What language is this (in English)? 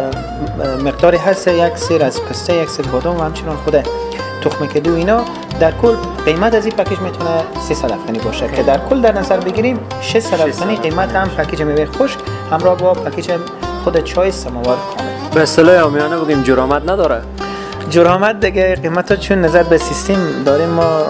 Persian